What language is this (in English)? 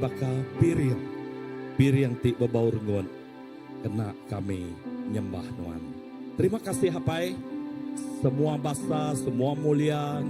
Iban